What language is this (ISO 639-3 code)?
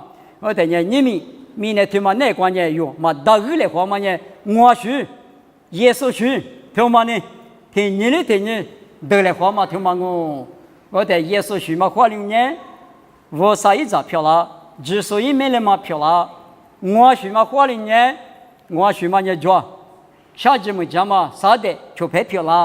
lis